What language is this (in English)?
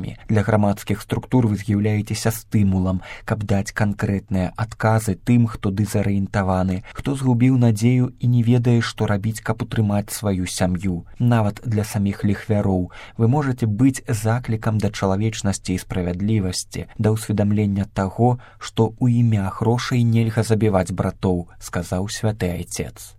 Belarusian